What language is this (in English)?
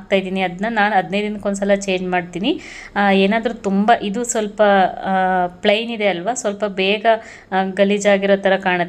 Kannada